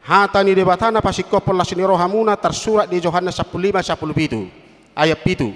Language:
Batak Toba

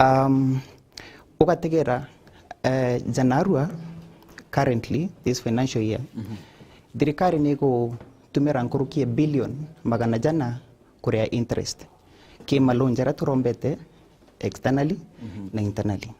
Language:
Meru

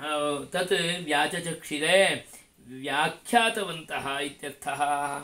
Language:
Sanskrit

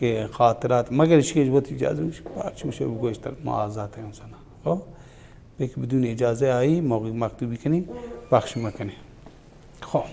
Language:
Baluchi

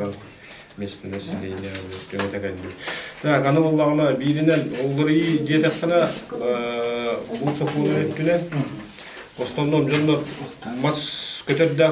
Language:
Yakut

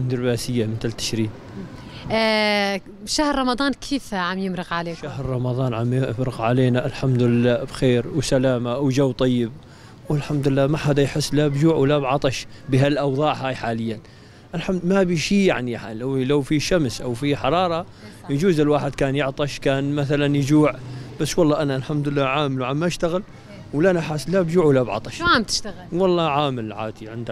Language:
North Levantine Arabic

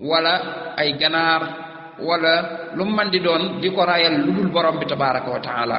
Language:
Wolof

